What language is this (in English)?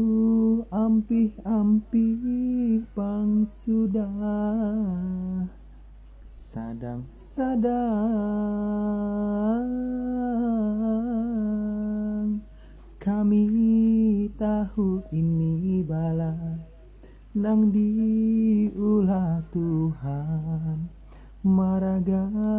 Banjar